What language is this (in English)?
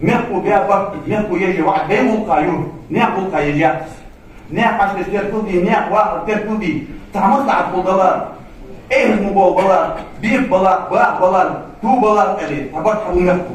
Ingush